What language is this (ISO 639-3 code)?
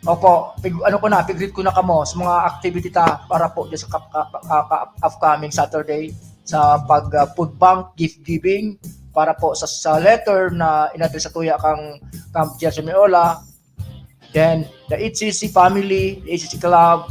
bik